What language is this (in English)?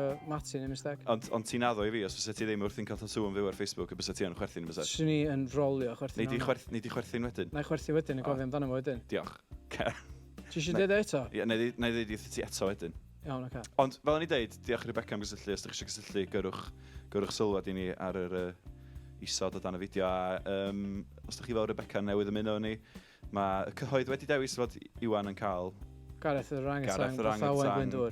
Welsh